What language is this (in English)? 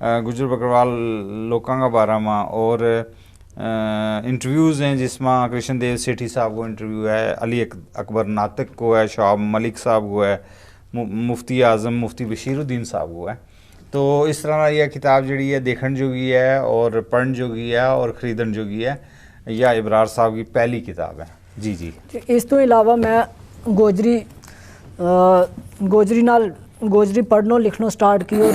Gujari